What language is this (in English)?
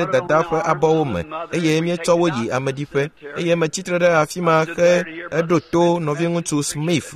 Ewe